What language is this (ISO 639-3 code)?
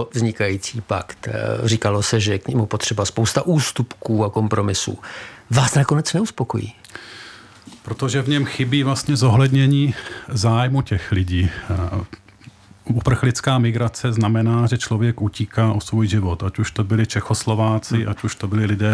ces